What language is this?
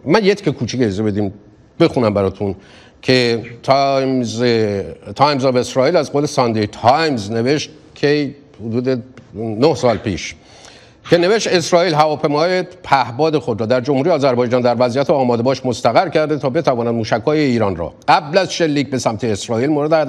Persian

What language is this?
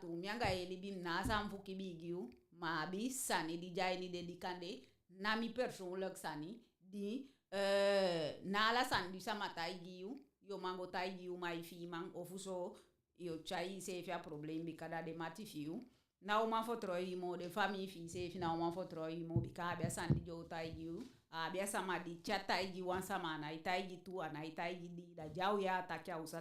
Eastern Maroon Creole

